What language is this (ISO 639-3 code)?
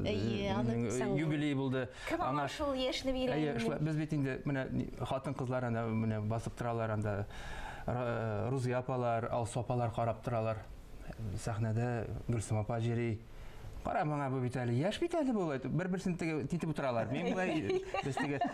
tat